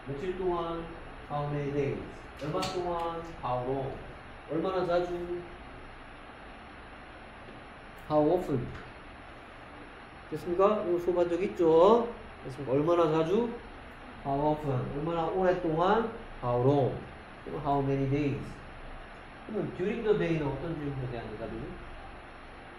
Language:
Korean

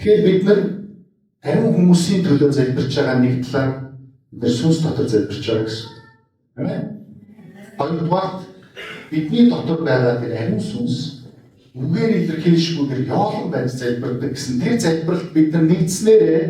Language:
Mongolian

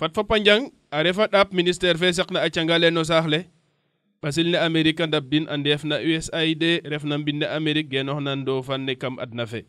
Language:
Serer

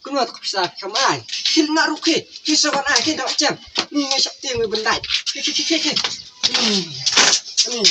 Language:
Khasi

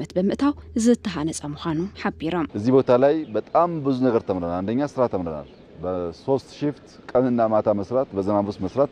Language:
Tigrinya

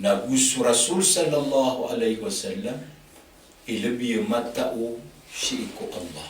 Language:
Maranao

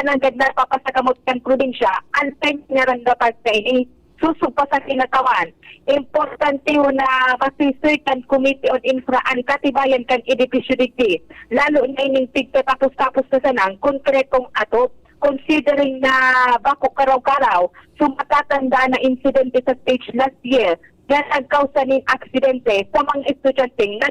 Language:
Bikol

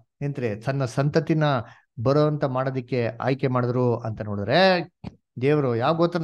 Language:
Kannada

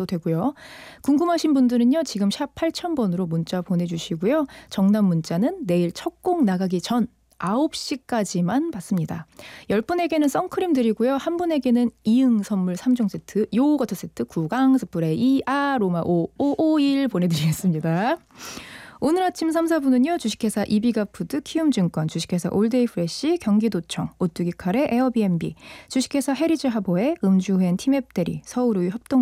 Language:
Korean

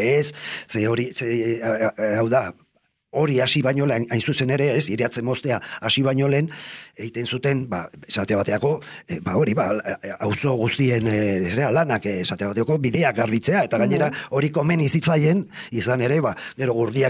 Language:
Basque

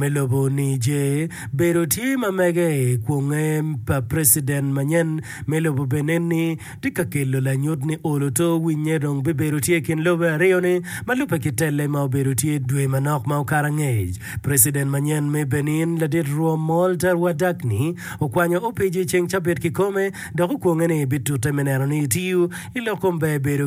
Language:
Acoli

